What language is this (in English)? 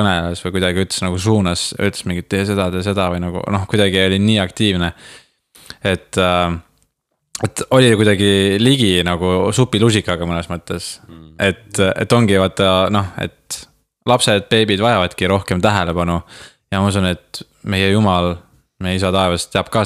Estonian